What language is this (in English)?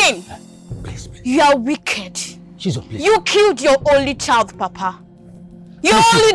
Nigerian Pidgin